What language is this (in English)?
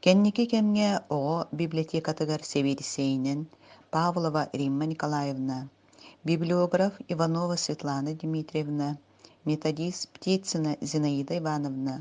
Yakut